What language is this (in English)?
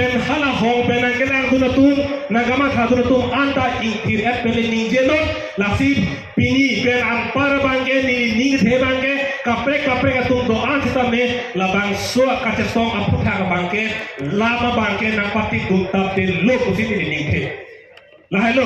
Karbi